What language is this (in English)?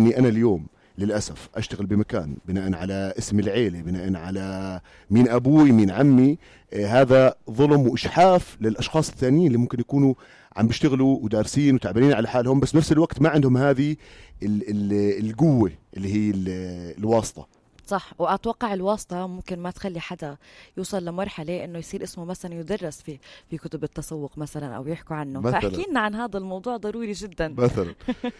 North Levantine Arabic